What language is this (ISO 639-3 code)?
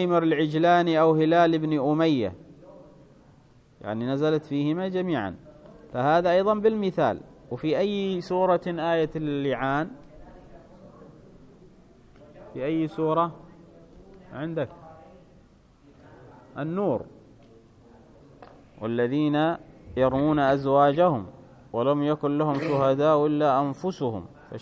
ara